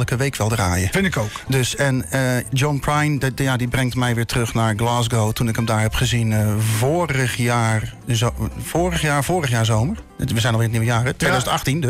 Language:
Dutch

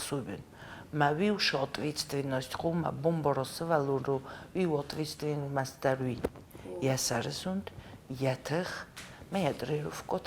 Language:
Ossetic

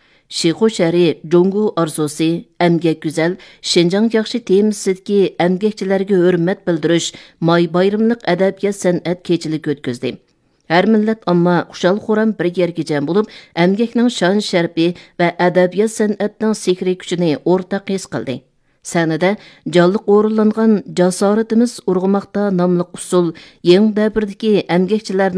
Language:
Uyghur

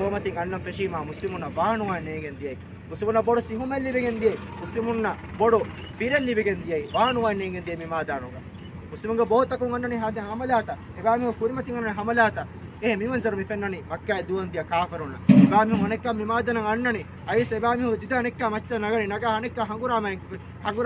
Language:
Divehi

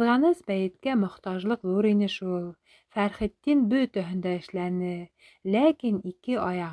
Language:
Bashkir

